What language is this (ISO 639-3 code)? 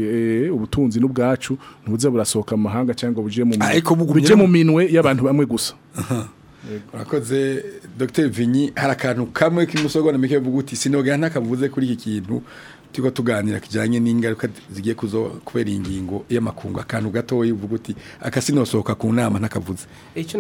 run